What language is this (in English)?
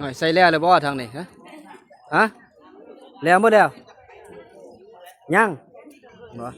Northeastern Thai